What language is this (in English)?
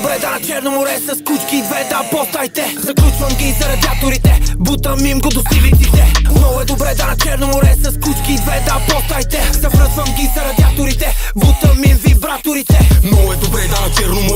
Bulgarian